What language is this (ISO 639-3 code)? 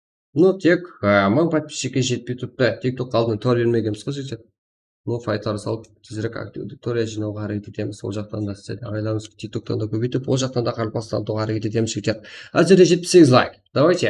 kaa